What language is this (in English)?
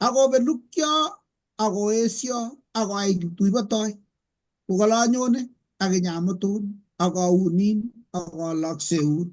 Kalenjin